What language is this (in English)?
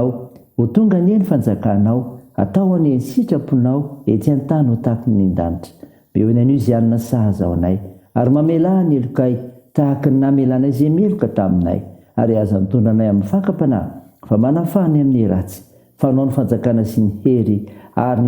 Malagasy